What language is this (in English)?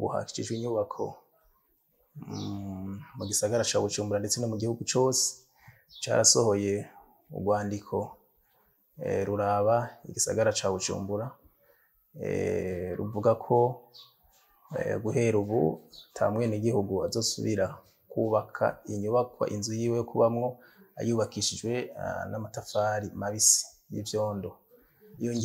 Rundi